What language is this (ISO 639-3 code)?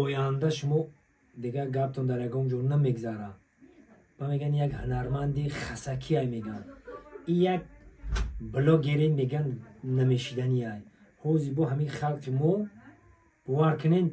tgk